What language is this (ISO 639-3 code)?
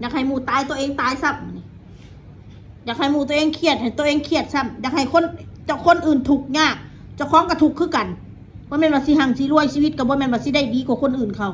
tts